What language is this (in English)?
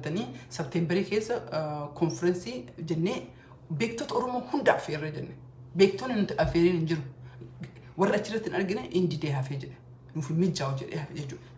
Oromo